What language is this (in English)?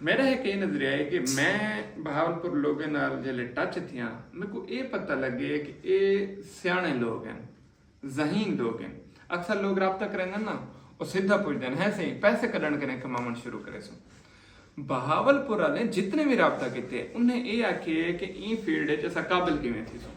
Saraiki